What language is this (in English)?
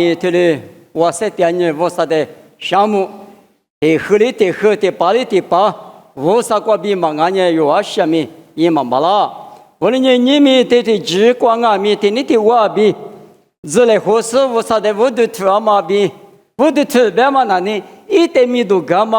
Lisu